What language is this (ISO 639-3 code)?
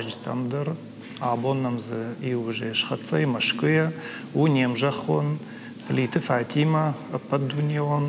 oss